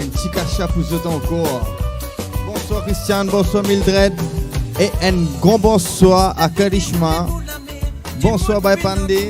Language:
Morisyen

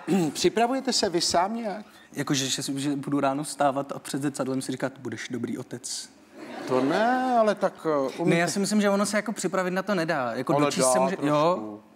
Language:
Czech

